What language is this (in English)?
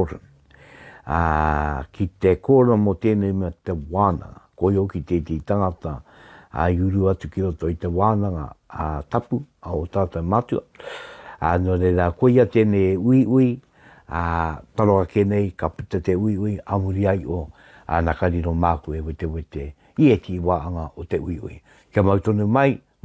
Māori